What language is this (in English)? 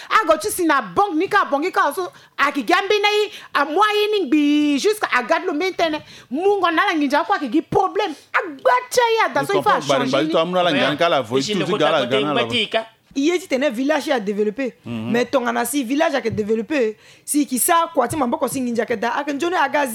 Sango